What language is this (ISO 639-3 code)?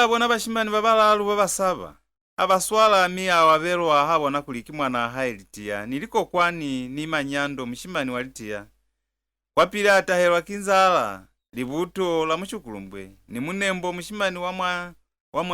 loz